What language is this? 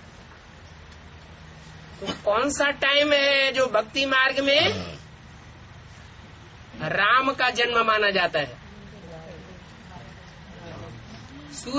Hindi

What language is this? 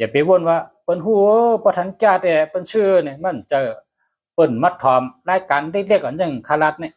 Shan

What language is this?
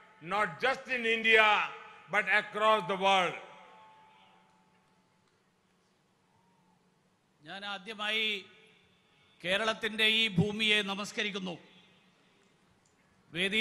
Malayalam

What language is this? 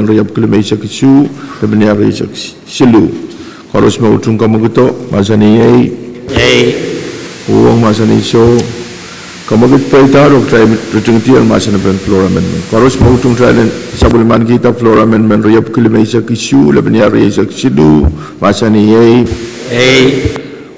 Pohnpeian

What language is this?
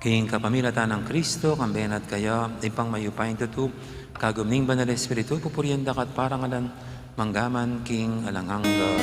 Pampanga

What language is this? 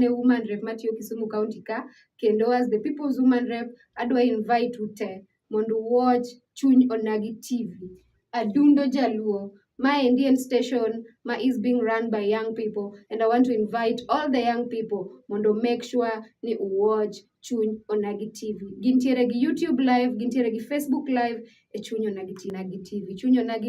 Luo (Kenya and Tanzania)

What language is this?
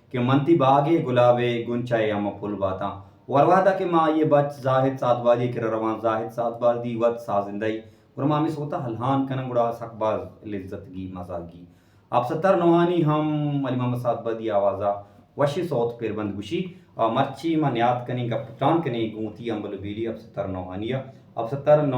Baluchi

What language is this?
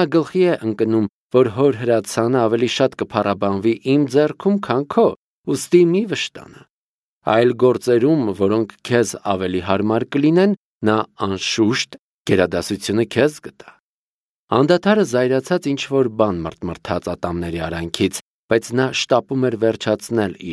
Armenian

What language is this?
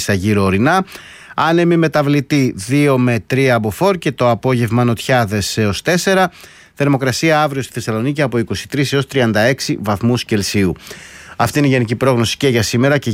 Greek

